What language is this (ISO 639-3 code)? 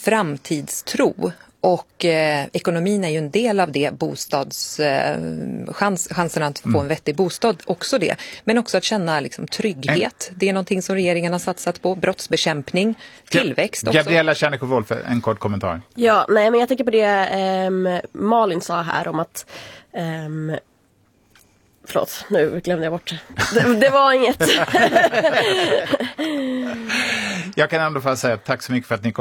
swe